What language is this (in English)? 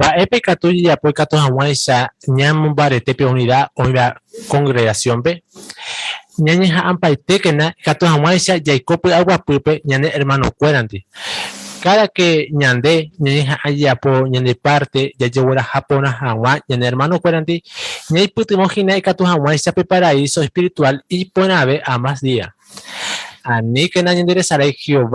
Guarani